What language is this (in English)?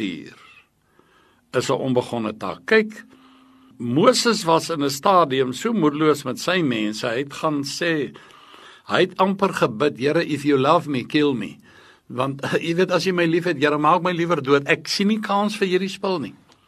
Afrikaans